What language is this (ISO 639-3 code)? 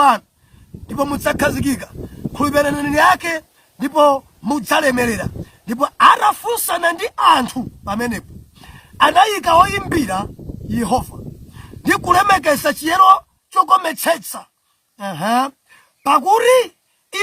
nya